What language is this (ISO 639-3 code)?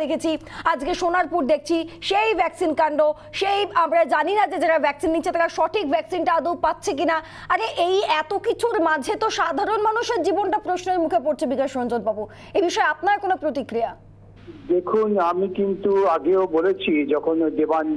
ben